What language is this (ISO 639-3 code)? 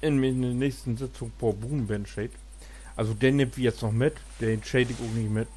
nds